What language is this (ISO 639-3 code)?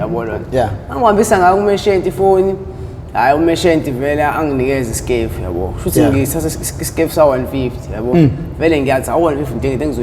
zul